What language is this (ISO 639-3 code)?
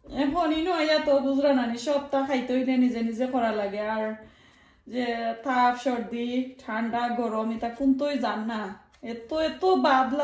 syl